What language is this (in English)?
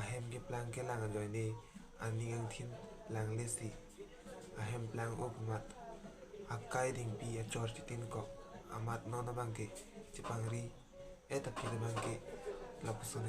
Karbi